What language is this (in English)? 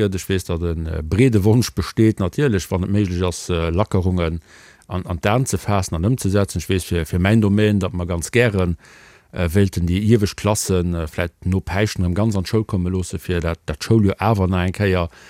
Luxembourgish